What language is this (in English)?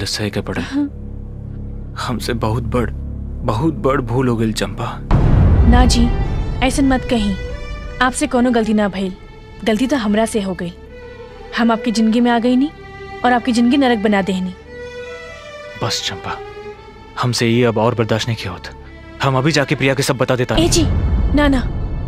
Bhojpuri